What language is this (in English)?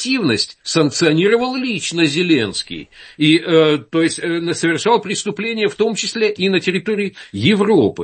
Russian